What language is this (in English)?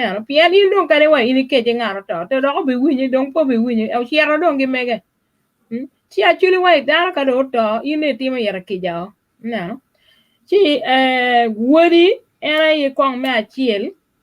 Acoli